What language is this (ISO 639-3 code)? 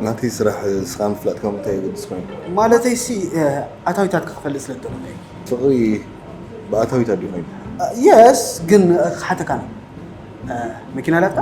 tir